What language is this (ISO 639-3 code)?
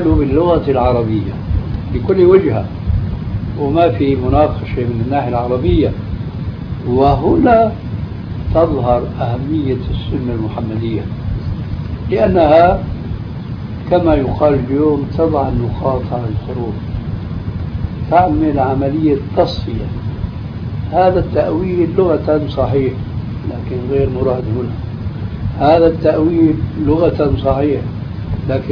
ara